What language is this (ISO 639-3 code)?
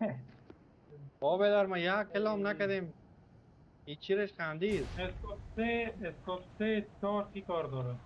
fas